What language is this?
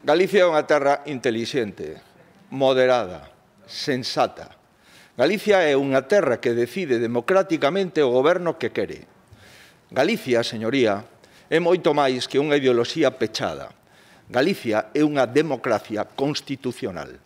Galician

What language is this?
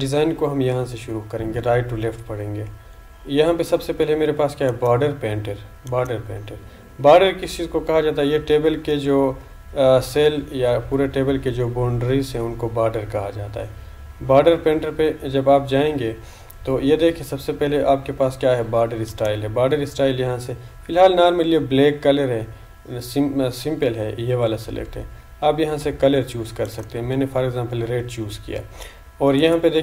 Hindi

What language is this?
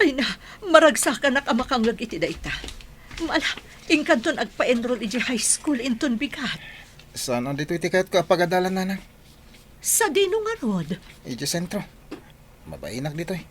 Iloko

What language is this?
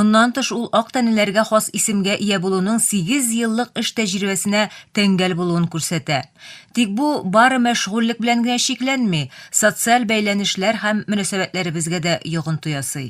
Tatar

